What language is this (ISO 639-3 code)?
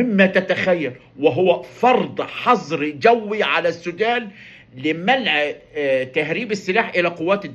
arz